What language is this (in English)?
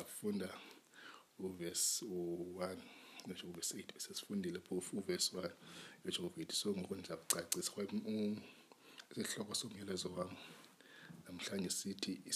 Xhosa